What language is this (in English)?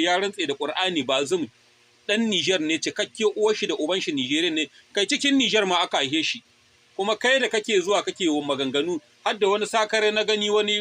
Hausa